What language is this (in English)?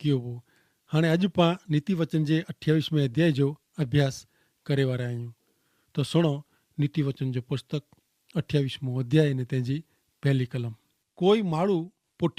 Kachhi